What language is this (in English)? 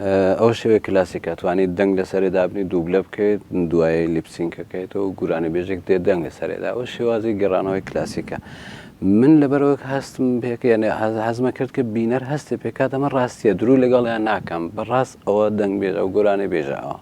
Central Kurdish